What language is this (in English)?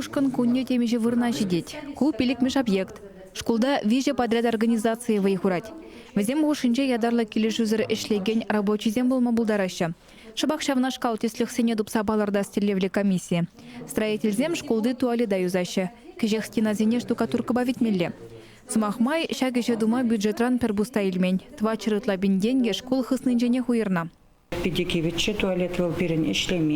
Chuvash